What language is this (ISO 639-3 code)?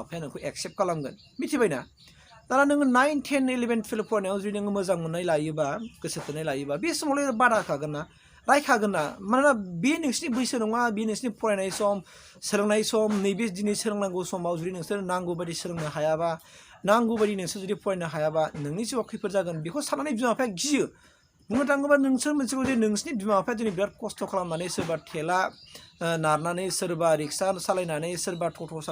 brx